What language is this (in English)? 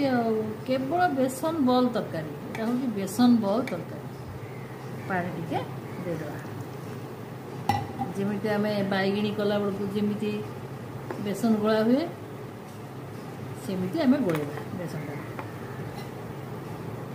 Odia